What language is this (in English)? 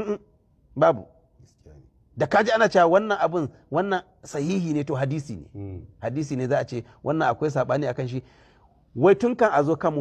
Hausa